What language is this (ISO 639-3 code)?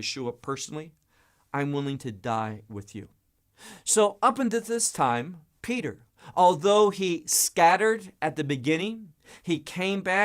eng